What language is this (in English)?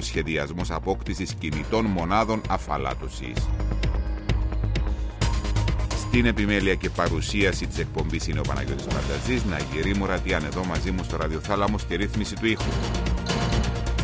Greek